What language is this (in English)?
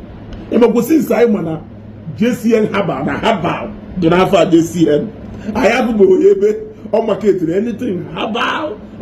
Igbo